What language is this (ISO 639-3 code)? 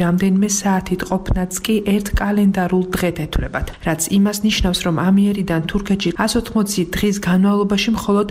kat